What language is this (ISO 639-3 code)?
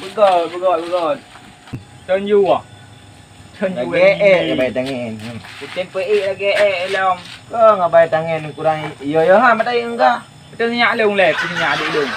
ace